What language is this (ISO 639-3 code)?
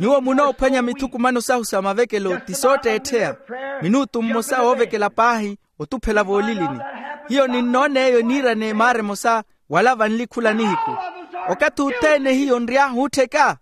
vmw